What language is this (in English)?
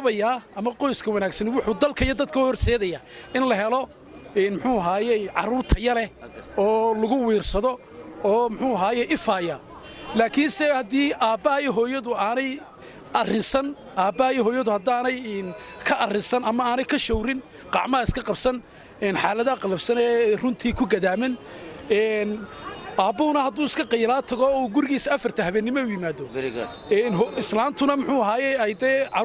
Somali